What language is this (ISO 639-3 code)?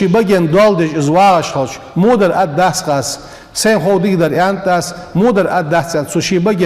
inh